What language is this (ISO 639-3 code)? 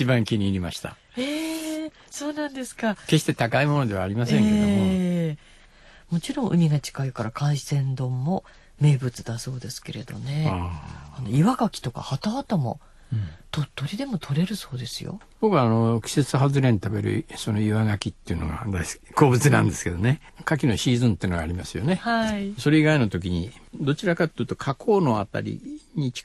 jpn